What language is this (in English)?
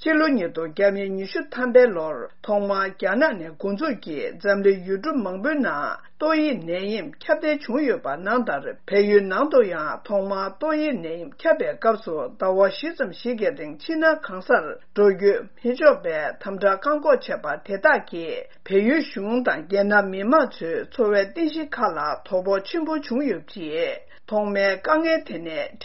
Tibetan